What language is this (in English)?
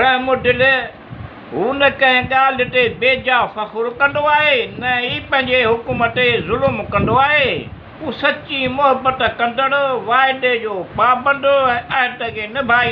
Sindhi